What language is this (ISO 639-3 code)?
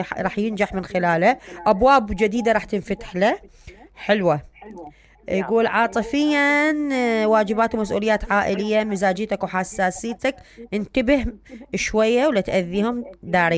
acm